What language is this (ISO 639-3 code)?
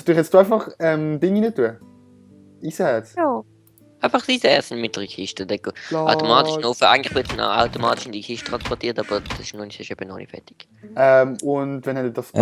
gsw